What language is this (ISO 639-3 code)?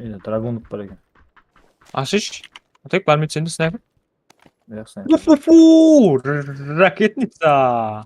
kaa